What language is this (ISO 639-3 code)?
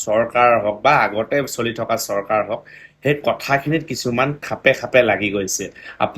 asm